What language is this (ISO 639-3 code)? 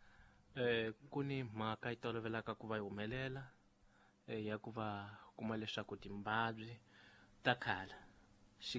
tso